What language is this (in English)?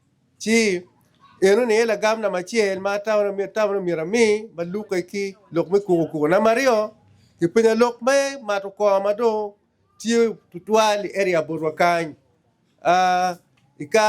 Acoli